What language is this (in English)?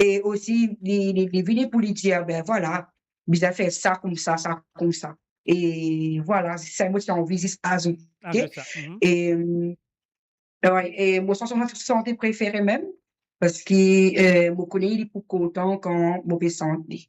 Morisyen